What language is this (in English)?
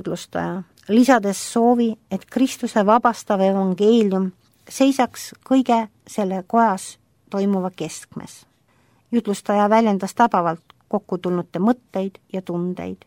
Estonian